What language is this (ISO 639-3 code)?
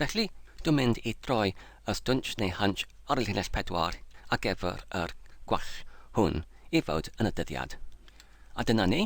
cym